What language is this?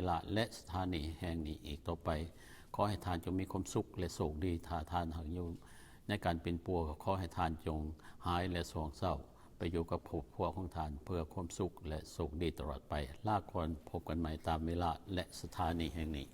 Lao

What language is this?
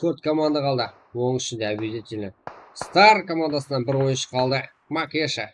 Kara-Kalpak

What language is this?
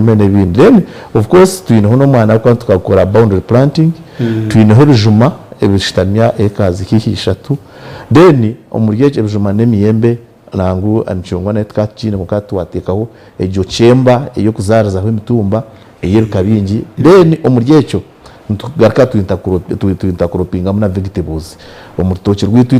Nyankole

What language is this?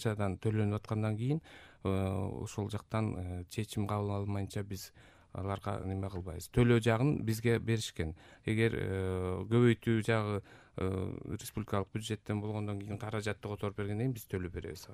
Kyrgyz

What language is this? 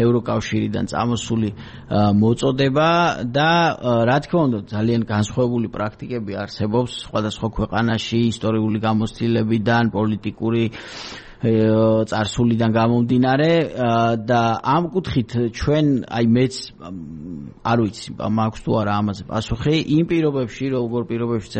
Georgian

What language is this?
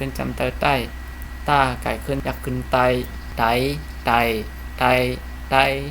Shan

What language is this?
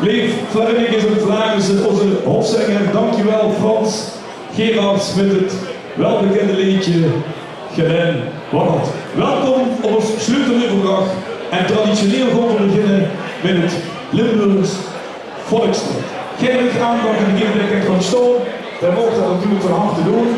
Limburgish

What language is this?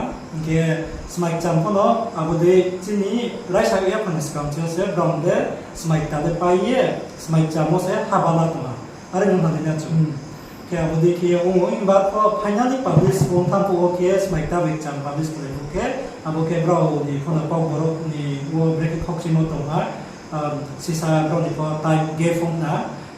Riang (India)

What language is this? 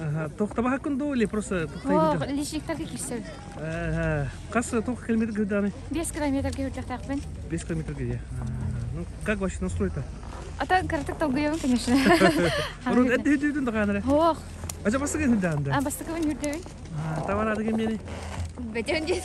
Yakut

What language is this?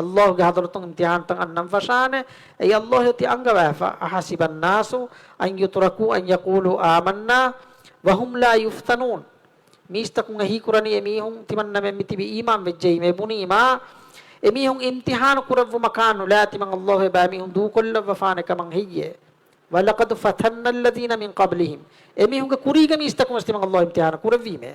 Divehi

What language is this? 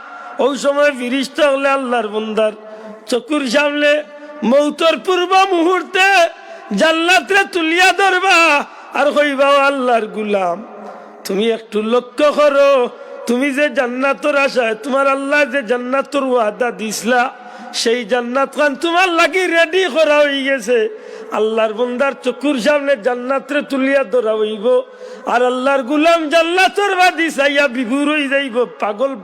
Sylheti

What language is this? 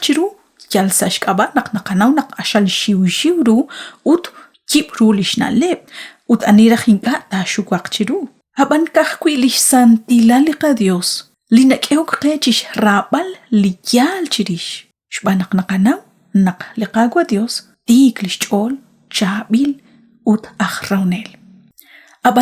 Kekchí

